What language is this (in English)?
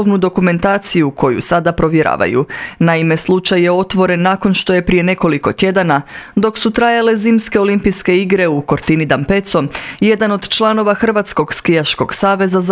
Croatian